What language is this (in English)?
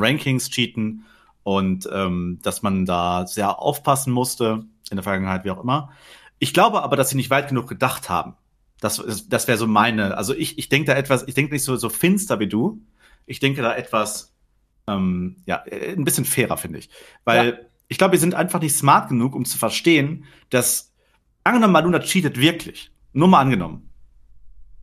German